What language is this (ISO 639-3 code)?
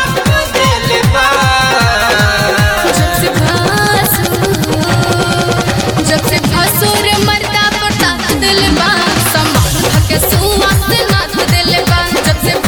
bho